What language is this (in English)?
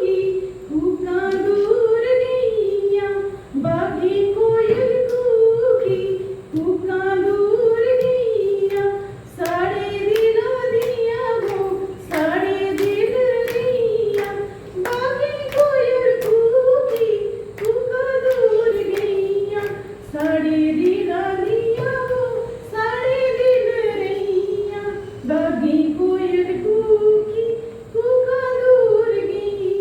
Dogri